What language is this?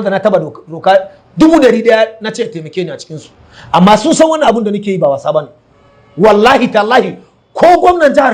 Hausa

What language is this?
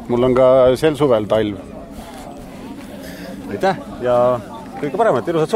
Estonian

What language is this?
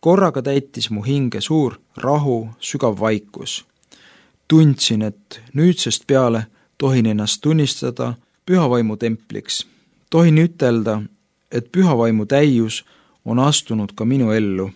Estonian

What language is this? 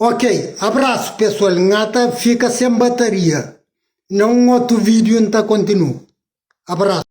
Kabuverdianu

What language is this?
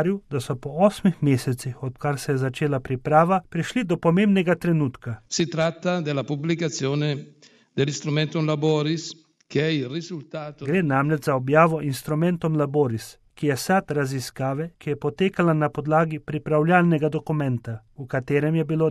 Slovenian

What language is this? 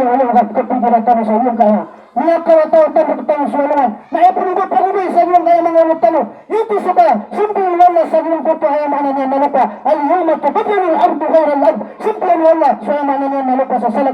Maranao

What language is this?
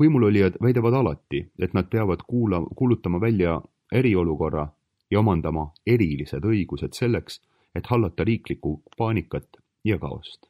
Estonian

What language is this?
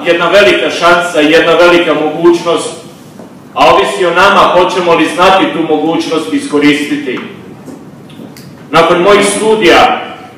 Croatian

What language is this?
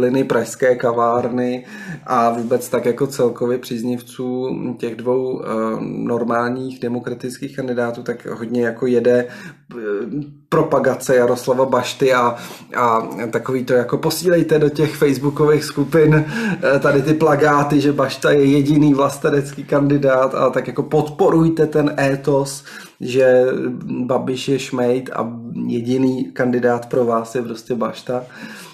Czech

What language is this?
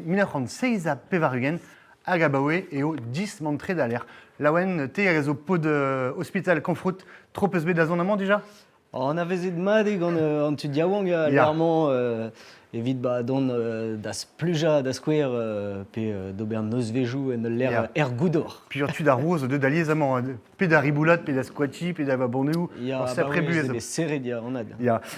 Breton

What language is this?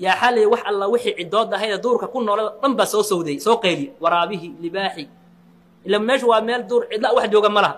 Somali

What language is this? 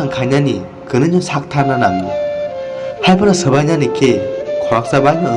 Kok Borok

